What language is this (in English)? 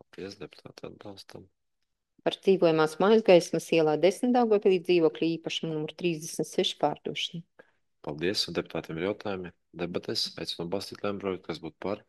Latvian